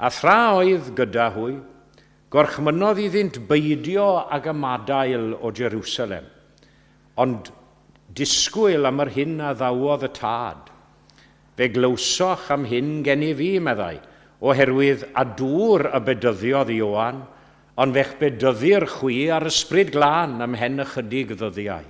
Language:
Welsh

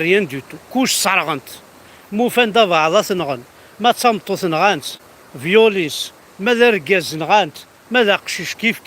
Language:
Kabyle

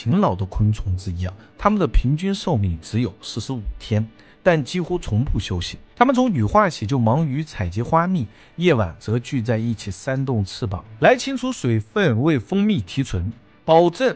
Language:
Chinese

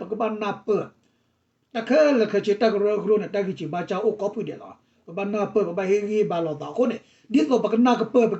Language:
S'gaw Karen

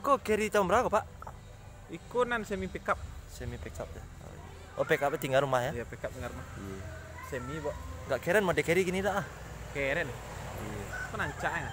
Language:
Minangkabau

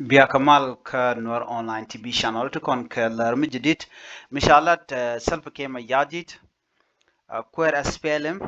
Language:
Nuer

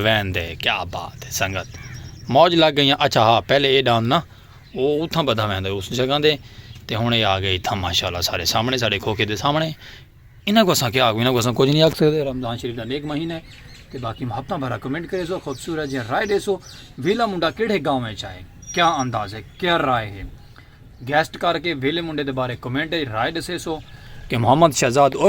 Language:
Saraiki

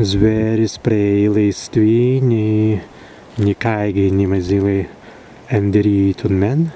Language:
Prussian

